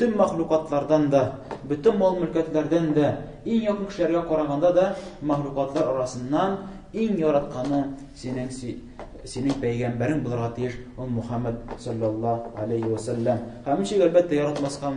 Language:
Tatar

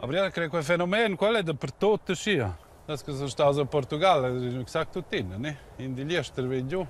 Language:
Romansh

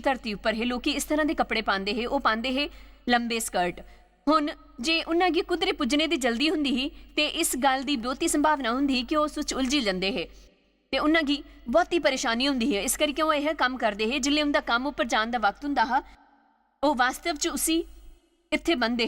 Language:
Dogri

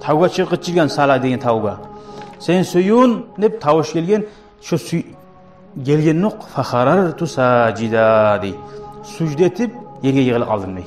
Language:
Kumyk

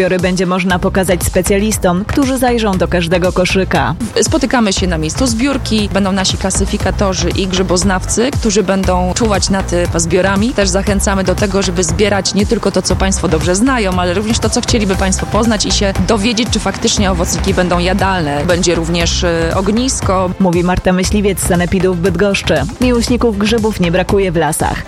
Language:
Polish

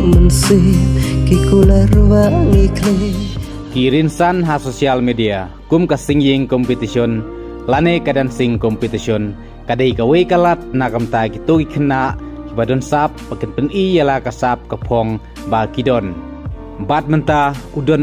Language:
Khasi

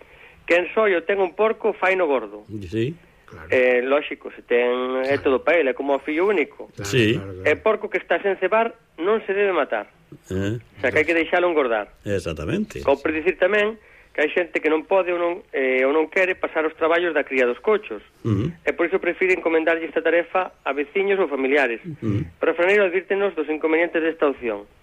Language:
Galician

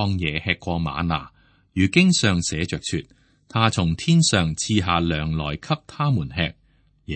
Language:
Cantonese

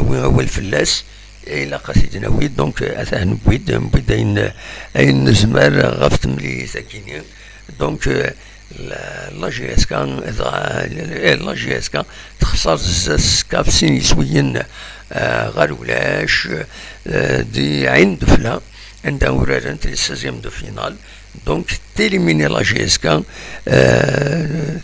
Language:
Kabyle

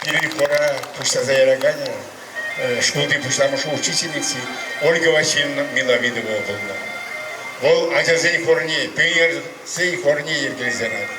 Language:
Chuvash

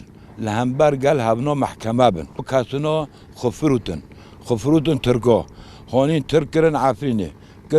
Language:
Kurdish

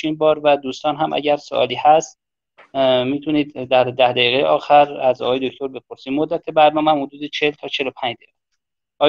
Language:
Persian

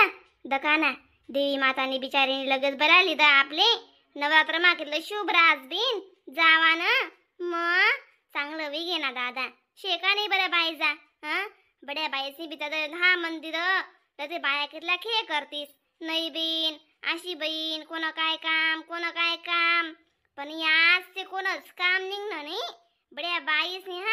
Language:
Khandesi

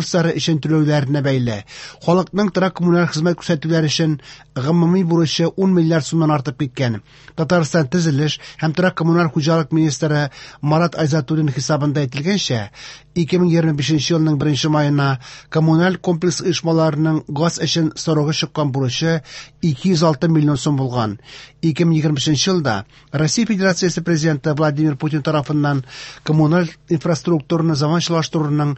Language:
Tatar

